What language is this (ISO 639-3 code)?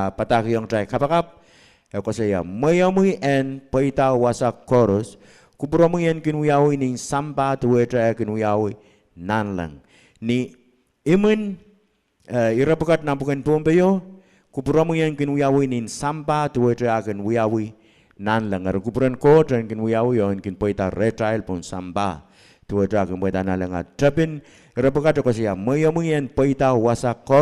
pon